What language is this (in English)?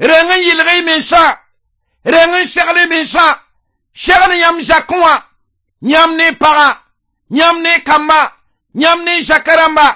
Mossi